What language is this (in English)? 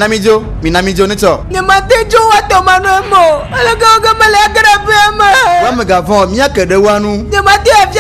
Ewe